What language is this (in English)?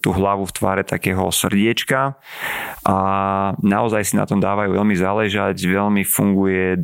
Slovak